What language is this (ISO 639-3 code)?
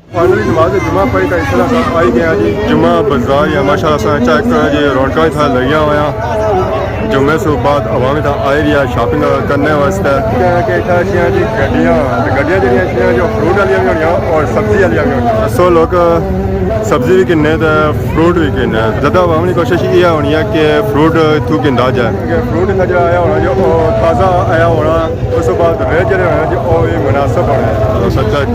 phr